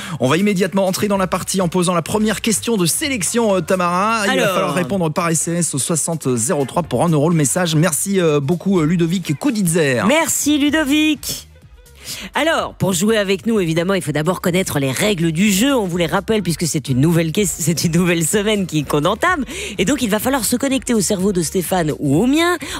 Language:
French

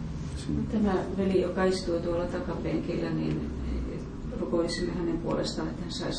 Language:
Finnish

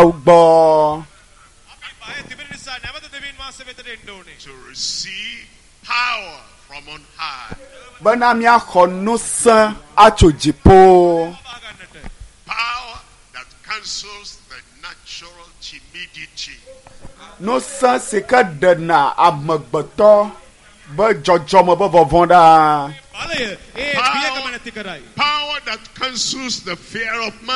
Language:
Ewe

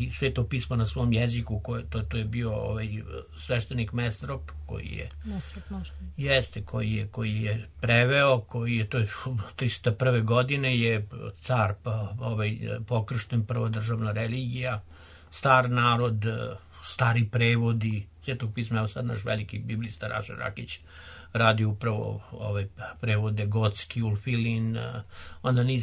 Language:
Serbian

